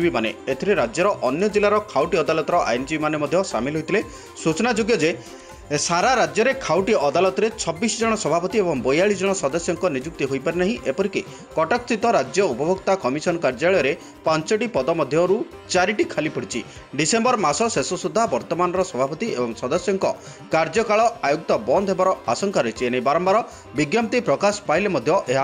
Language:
Odia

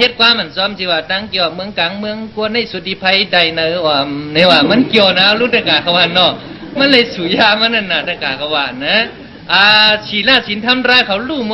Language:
Shan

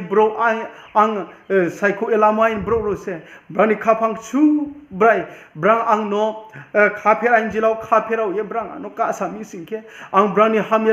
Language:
Riang (India)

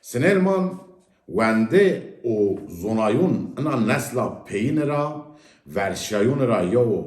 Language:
Zaza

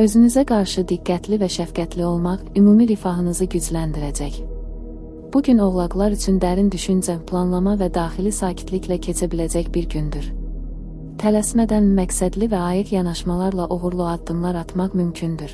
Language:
Azerbaijani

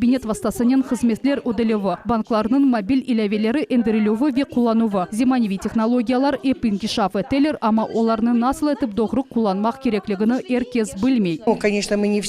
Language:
Crimean Tatar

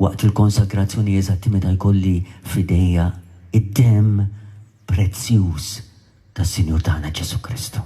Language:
Maltese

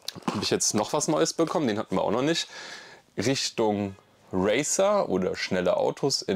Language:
German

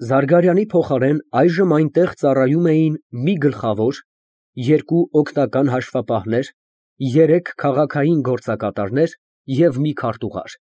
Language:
Armenian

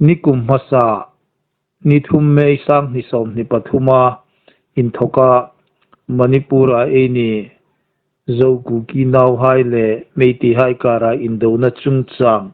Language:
Hmar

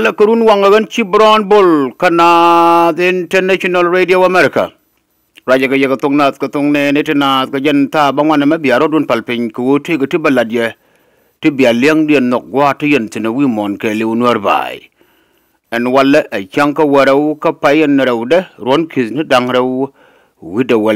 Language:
Nuer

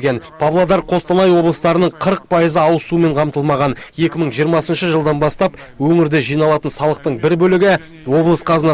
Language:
Kazakh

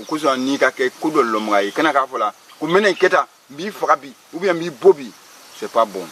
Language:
Bambara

